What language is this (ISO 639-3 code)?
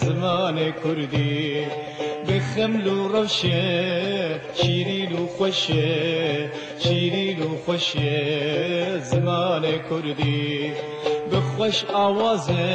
kur